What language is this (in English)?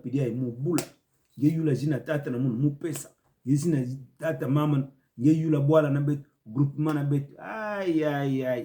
Kituba (Democratic Republic of Congo)